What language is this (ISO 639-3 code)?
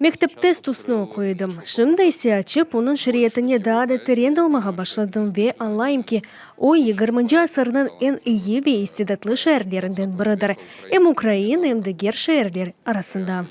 crh